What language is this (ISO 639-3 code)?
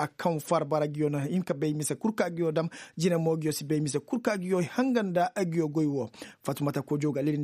ses